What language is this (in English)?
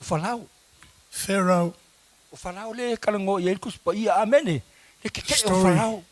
Samoan